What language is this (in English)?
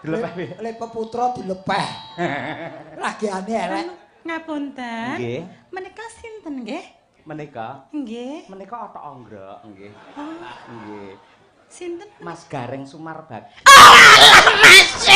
Javanese